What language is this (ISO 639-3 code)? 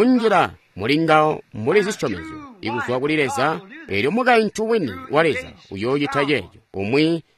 toi